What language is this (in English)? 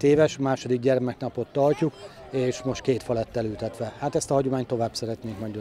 Hungarian